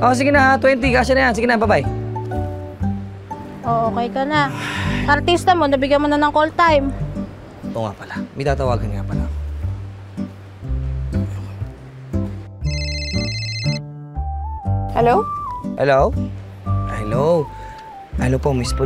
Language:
Filipino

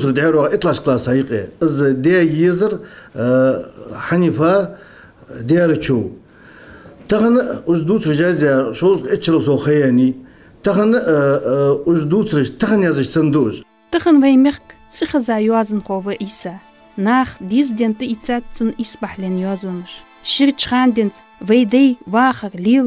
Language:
Ingush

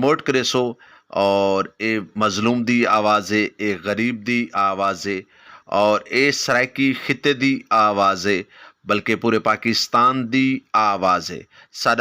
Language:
Saraiki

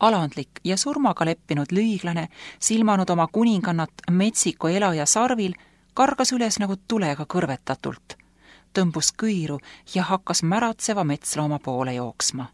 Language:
Estonian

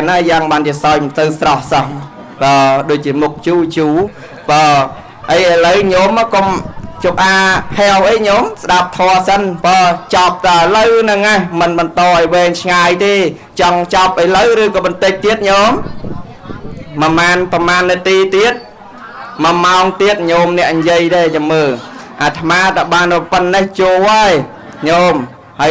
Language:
Khmer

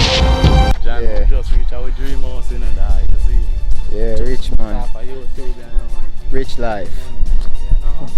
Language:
Jamaican Creole English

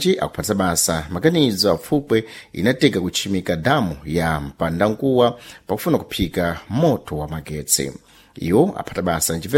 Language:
Sena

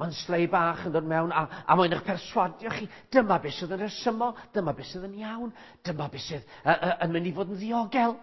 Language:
Welsh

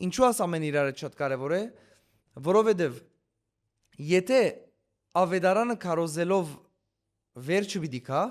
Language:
Western Armenian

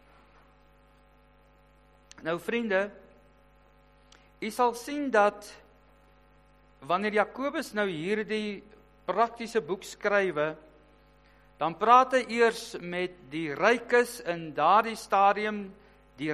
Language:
Afrikaans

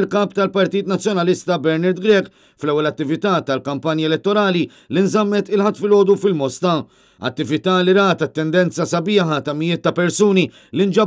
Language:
Maltese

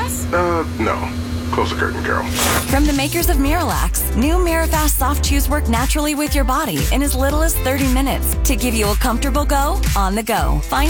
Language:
English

